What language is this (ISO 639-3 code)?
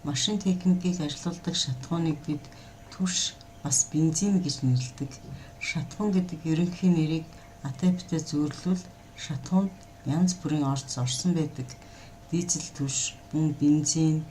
mon